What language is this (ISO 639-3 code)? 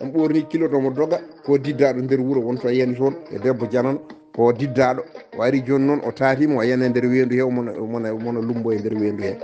ful